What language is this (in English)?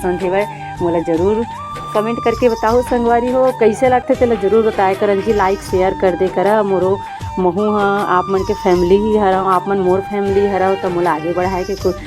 Chhattisgarhi